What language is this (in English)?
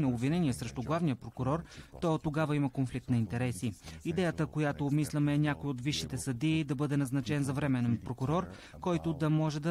Bulgarian